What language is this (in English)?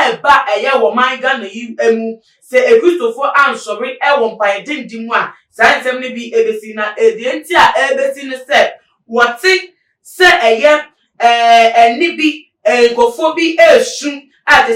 Akan